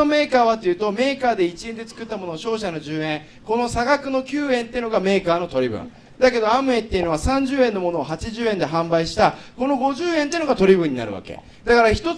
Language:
Japanese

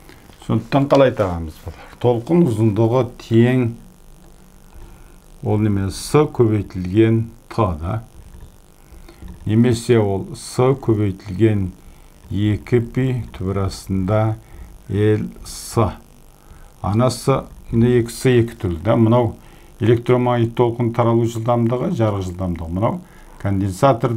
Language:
Kazakh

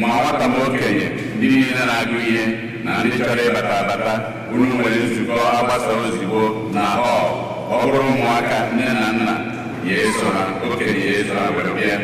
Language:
Igbo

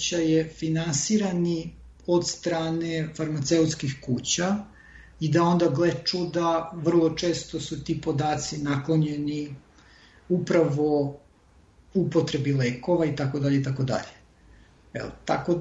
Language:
Serbian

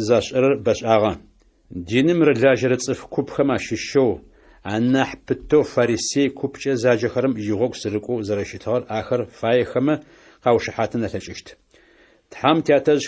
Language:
Adyghe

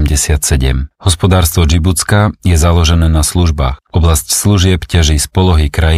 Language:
Slovak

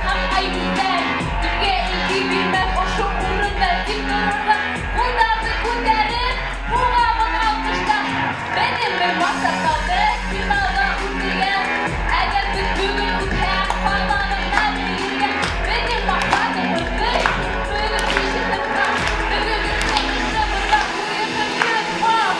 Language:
Bashkir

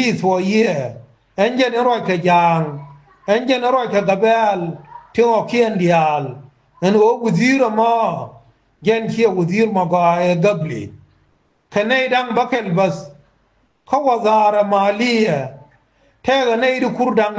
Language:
Nuer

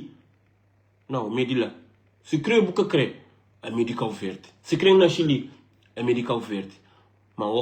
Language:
Kabuverdianu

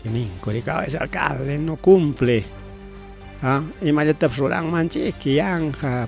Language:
Ayacucho Quechua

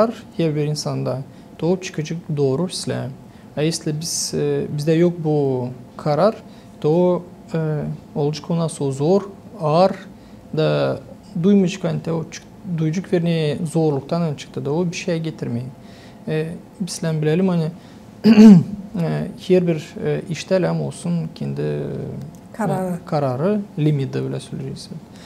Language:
Gagauz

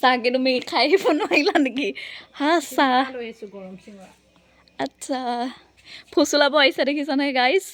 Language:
Assamese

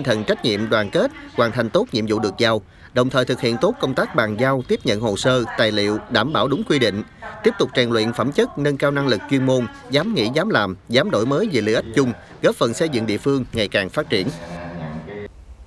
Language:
Vietnamese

